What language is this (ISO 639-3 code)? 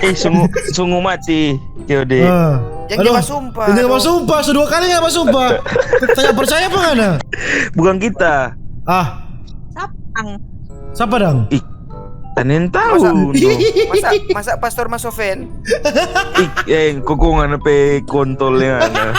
xmm